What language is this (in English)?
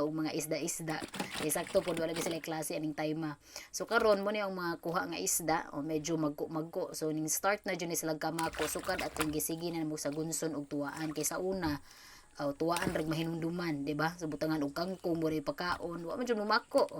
Cebuano